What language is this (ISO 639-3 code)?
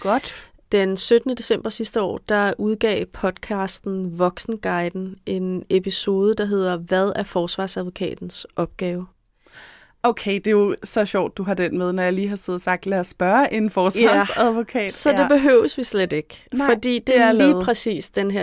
dan